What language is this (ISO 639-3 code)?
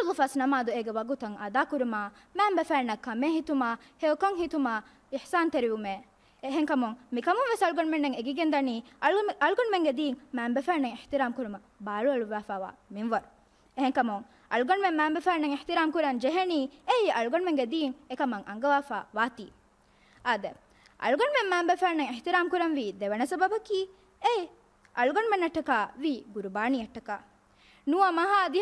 div